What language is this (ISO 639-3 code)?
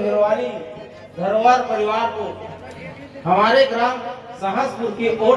hne